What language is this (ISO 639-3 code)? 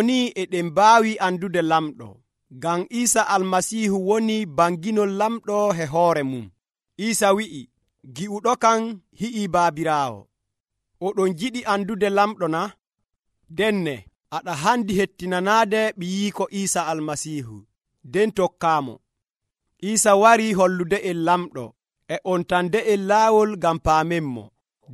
fuv